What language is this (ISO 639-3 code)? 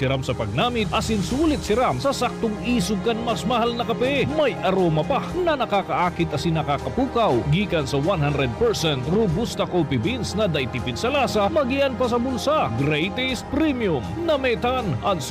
bik